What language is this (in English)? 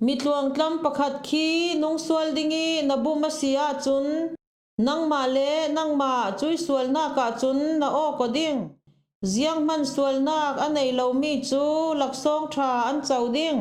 Falam Chin